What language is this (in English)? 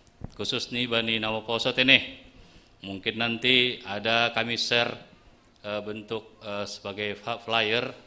Batak Simalungun